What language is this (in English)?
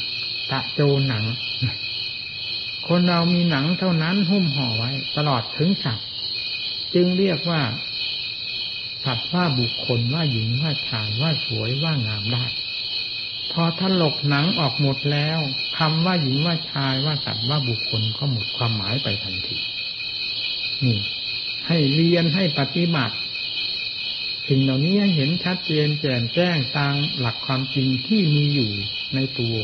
Thai